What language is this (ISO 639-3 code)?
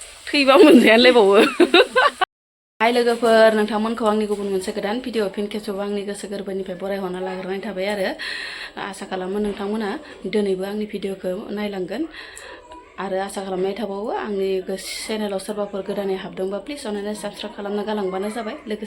brx